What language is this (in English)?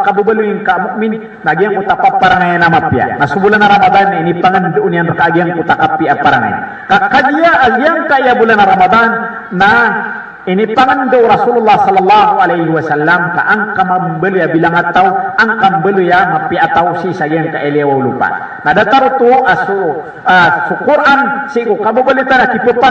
Maranao